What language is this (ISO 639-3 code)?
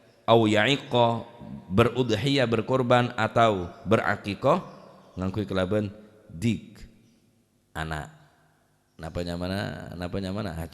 mad